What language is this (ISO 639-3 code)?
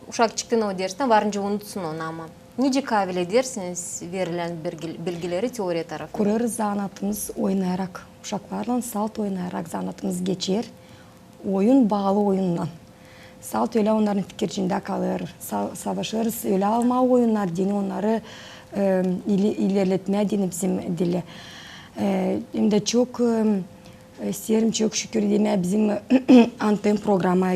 gag